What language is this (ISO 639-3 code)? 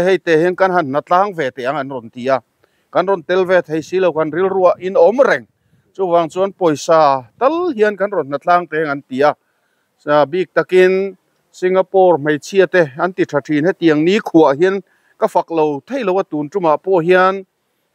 lus